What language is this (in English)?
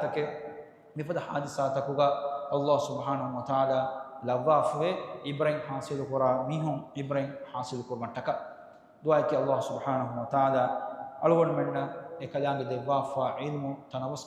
Divehi